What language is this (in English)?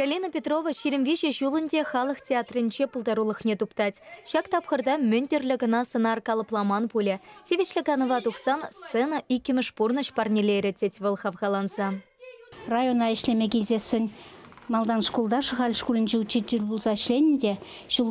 Chuvash